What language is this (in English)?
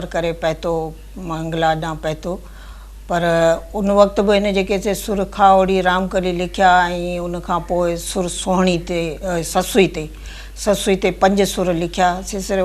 Sindhi